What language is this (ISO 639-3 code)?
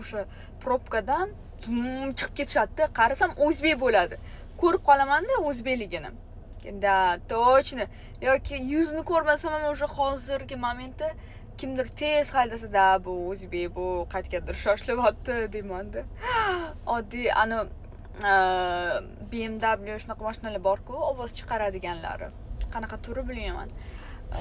uzb